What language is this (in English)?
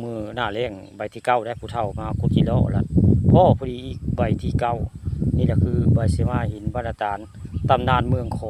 Northeastern Thai